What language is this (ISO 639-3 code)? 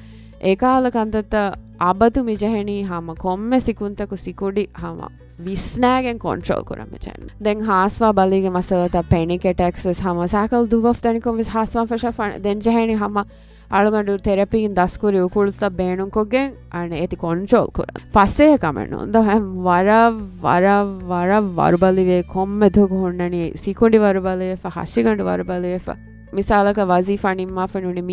div